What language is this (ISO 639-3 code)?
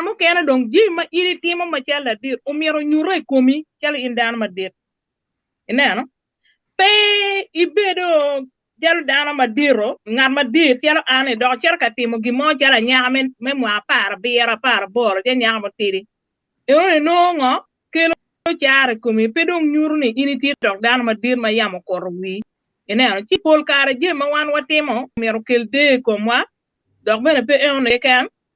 ach